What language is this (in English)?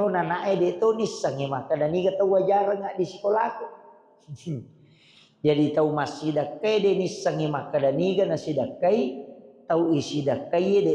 Buginese